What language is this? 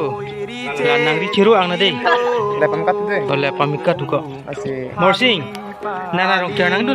Karbi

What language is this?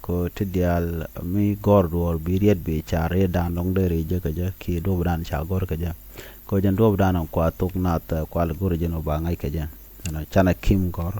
Nuer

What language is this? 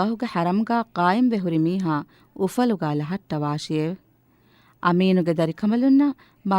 Divehi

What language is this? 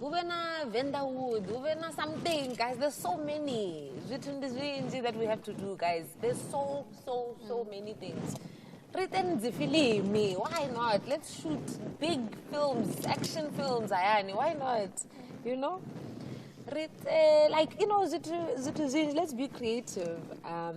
Venda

